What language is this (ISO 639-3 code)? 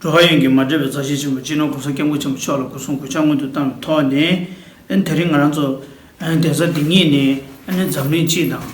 bod